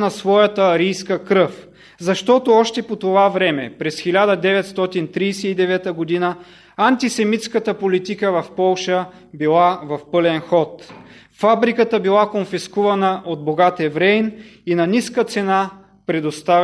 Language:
Bulgarian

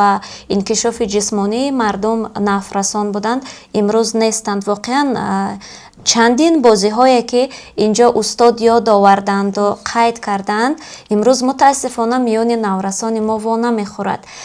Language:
Tajik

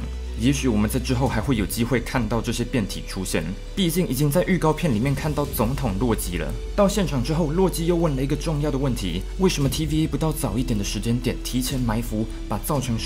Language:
Chinese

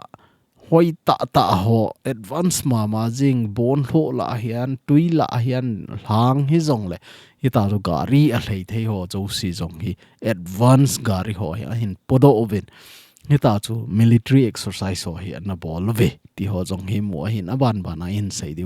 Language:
Thado Chin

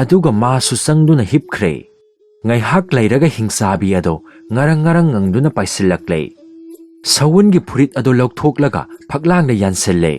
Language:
Manipuri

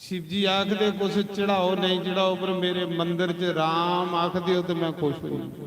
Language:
Dogri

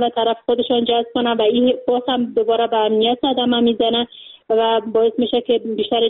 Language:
Persian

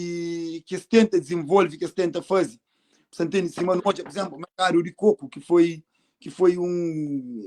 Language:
Kabuverdianu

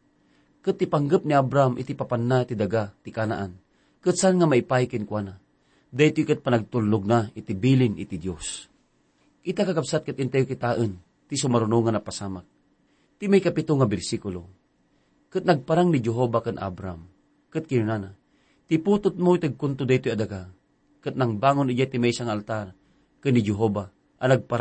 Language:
Iloko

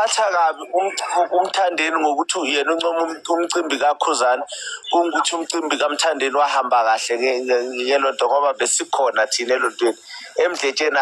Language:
Zulu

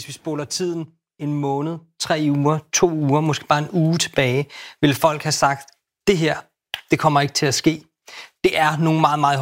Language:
Danish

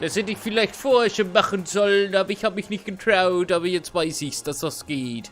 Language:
Bavarian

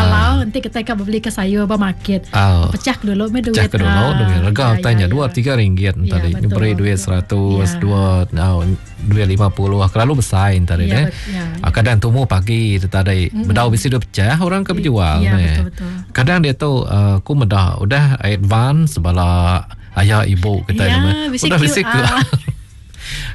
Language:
Iban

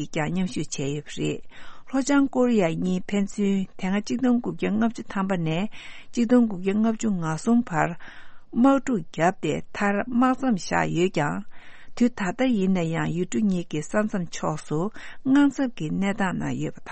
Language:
Tibetan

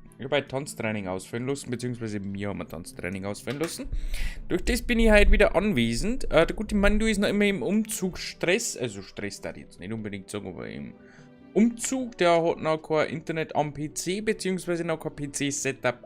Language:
Bavarian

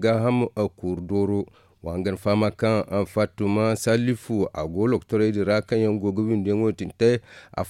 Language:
Zarma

